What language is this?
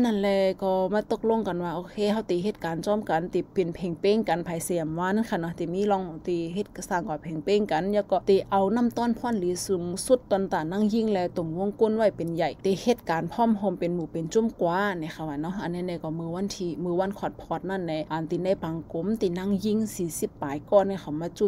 Shan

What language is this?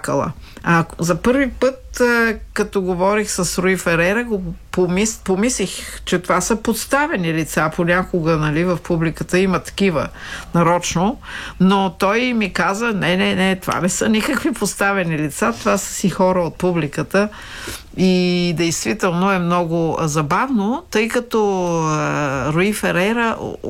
Bulgarian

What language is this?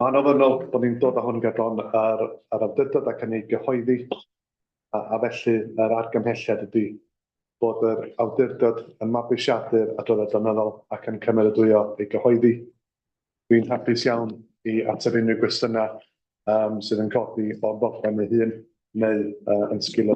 Welsh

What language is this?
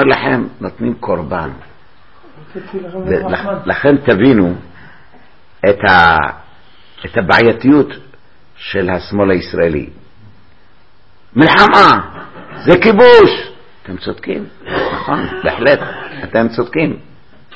Hebrew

